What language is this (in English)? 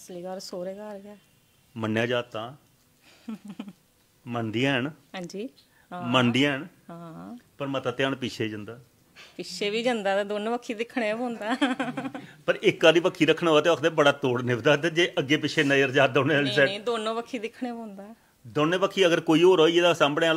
Dogri